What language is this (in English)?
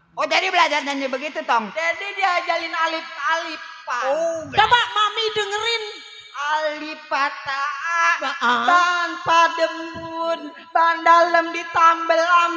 Betawi